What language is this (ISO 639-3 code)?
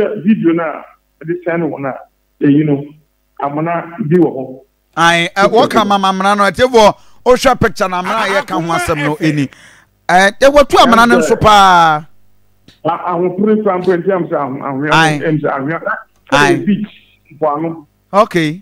aka